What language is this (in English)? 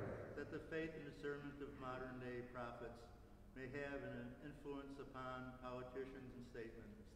English